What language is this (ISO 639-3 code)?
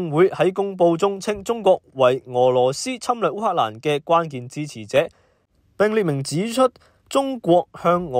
yue